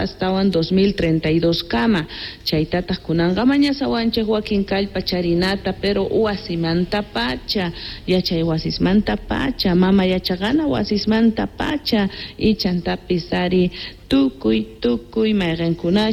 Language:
South Bolivian Quechua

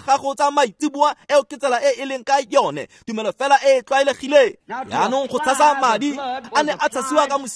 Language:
Tswana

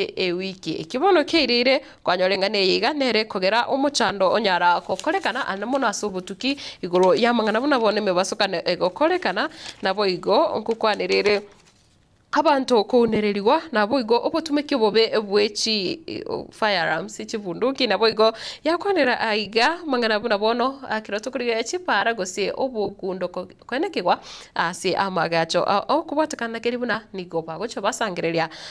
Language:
Gusii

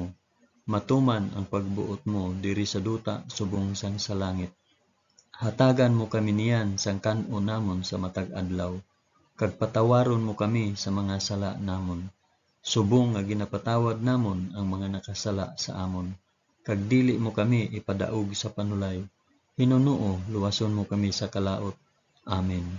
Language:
Hiligaynon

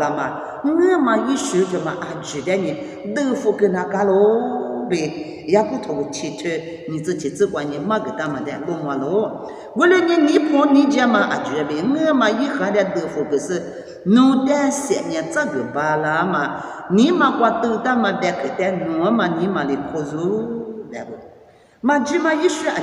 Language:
Lisu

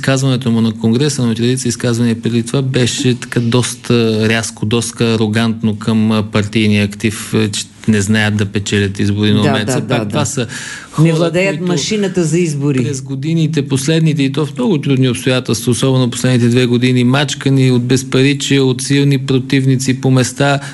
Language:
Bulgarian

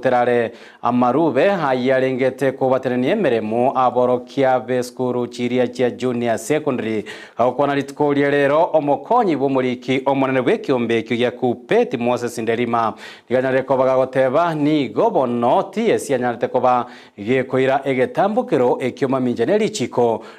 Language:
Gusii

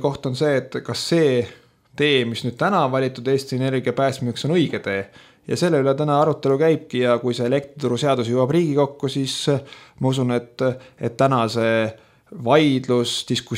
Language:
Estonian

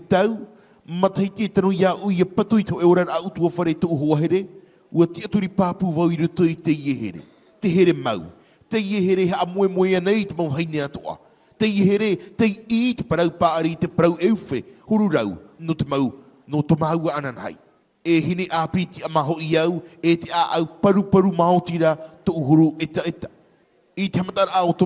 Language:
Tahitian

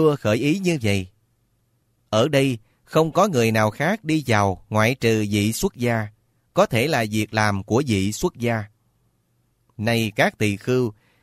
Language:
Vietnamese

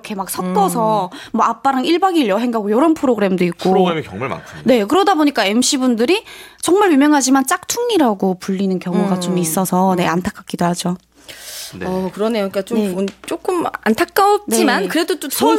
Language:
Korean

